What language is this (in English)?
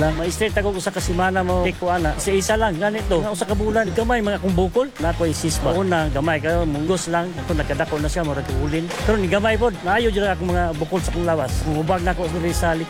Cebuano